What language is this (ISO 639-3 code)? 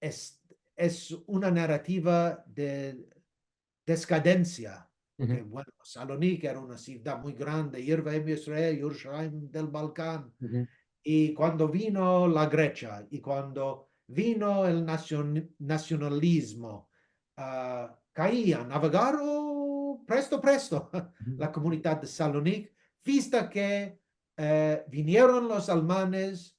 lad